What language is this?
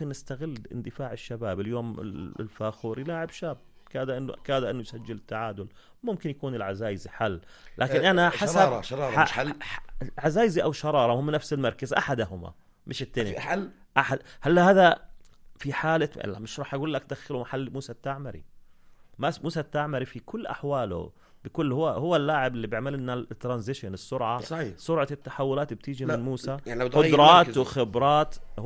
North Levantine Arabic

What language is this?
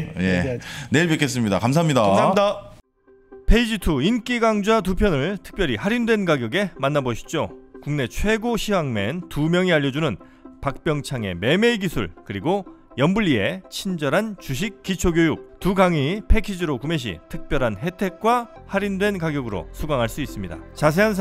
Korean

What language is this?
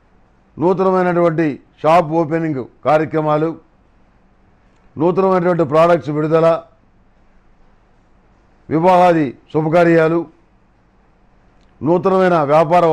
Telugu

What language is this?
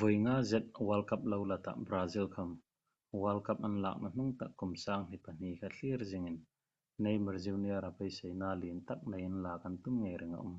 Hmar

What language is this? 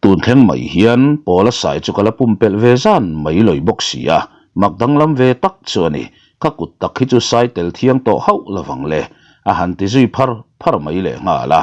Mizo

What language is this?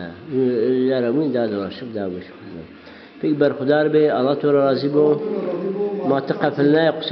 Zaza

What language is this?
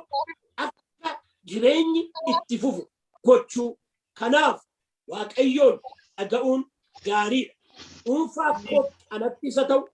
Oromo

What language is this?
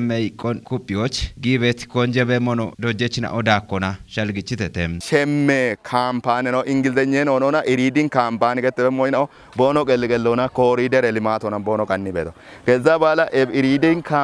Kafa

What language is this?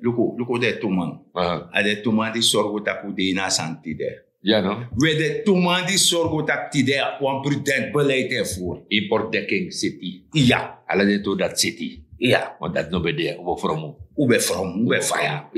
Sranan Tongo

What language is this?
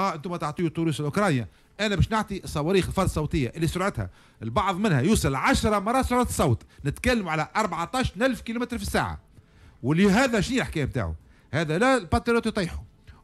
Tunisian Arabic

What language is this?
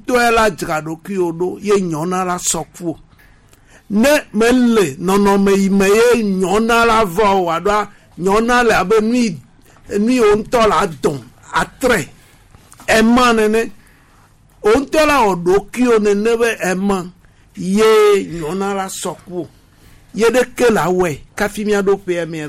Gen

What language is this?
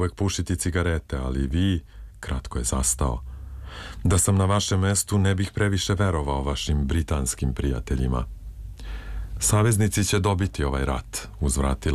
Serbian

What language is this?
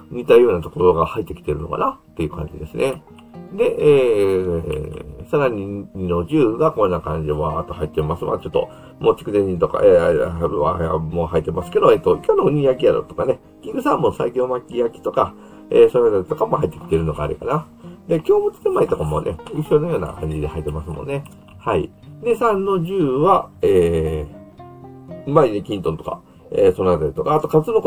Japanese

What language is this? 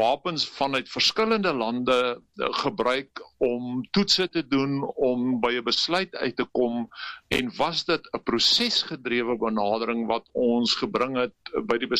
Afrikaans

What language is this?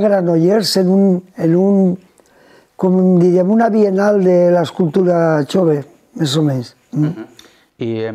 Catalan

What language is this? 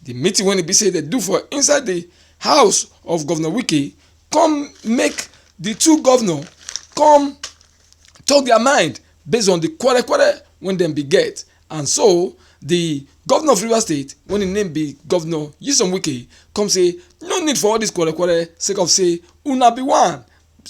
Nigerian Pidgin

